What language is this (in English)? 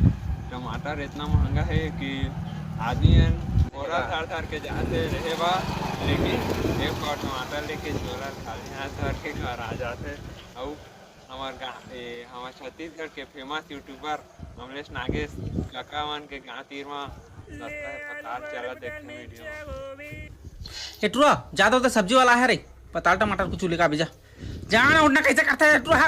Chhattisgarhi